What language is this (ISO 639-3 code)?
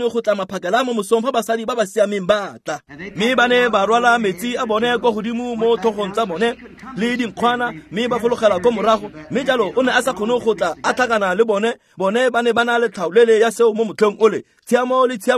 tsn